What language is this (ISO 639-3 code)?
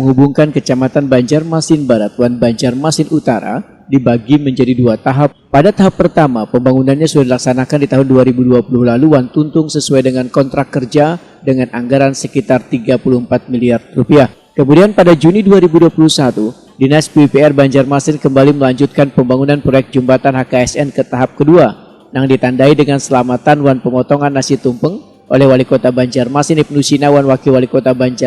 bjn